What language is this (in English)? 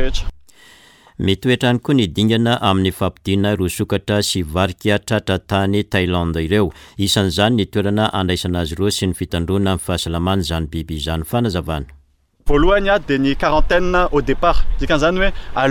Malagasy